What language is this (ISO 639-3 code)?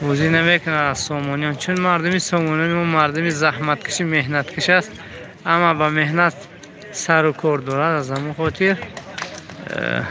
tgk